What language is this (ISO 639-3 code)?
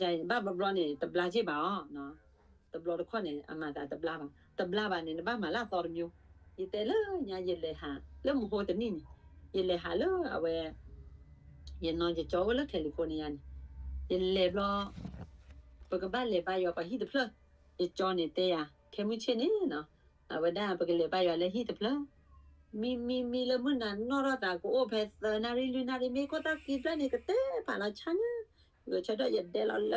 ksw